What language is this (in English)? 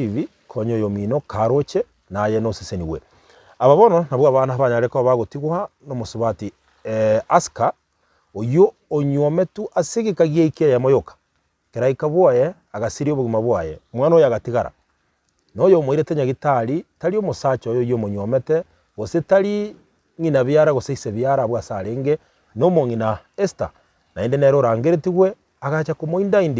Gusii